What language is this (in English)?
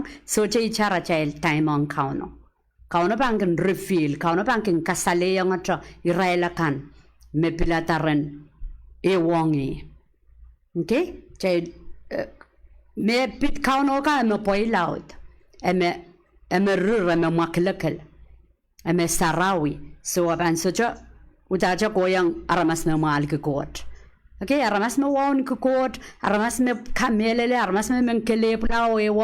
Pohnpeian